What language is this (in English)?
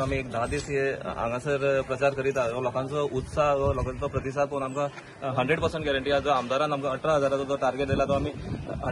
Konkani